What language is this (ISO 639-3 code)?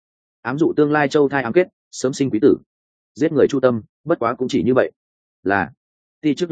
vie